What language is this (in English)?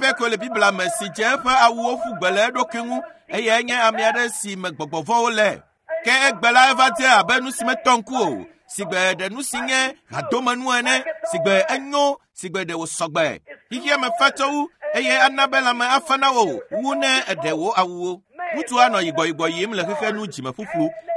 Ewe